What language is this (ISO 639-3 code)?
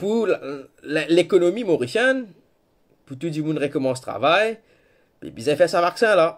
mfe